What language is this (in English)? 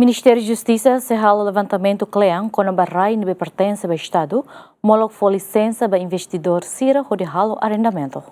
Tetum